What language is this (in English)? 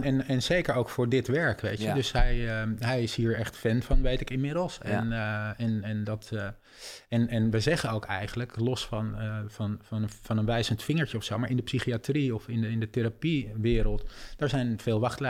Dutch